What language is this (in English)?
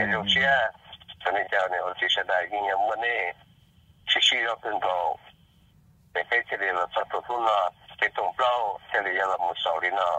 Hmong